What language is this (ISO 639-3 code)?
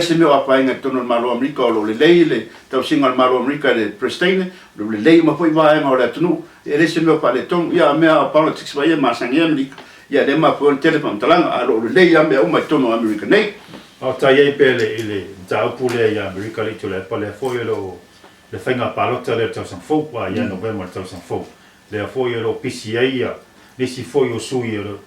smo